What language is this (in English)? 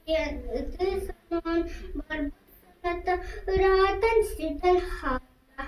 Yakut